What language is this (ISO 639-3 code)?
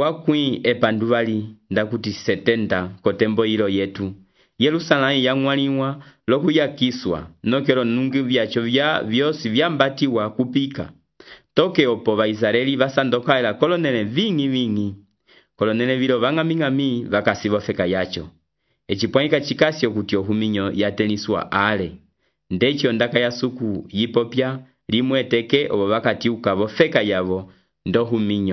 umb